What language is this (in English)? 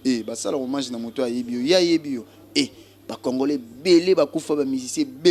Lingala